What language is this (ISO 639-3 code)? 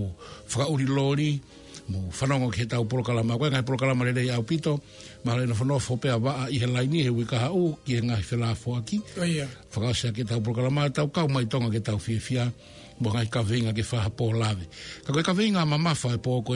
ton